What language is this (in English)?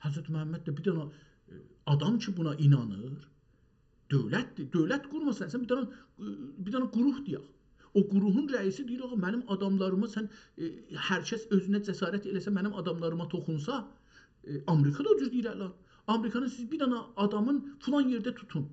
South Azerbaijani